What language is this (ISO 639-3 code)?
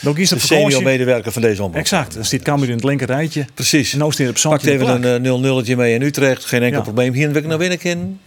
fry